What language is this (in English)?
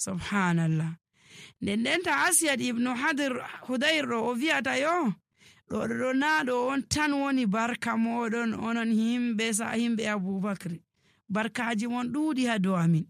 Nigerian Fulfulde